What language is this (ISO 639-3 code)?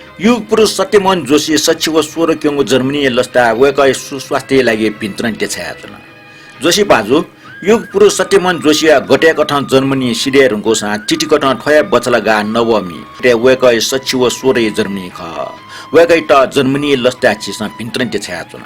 new